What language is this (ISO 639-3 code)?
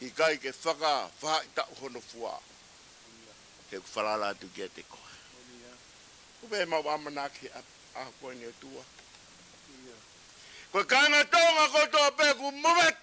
ton